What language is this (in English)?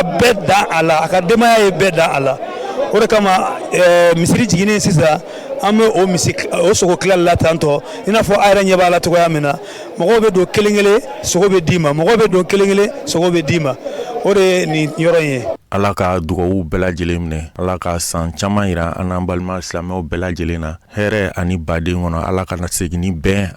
Bambara